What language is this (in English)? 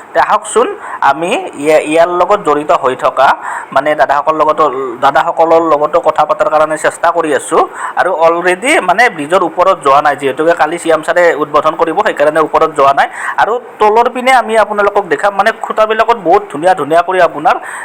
Assamese